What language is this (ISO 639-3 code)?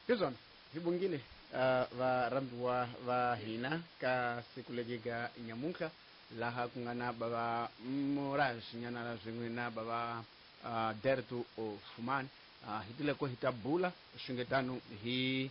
tso